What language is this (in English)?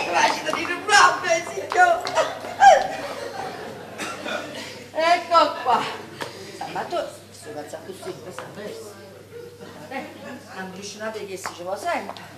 Italian